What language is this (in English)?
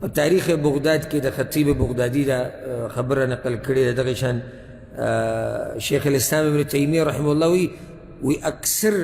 Pashto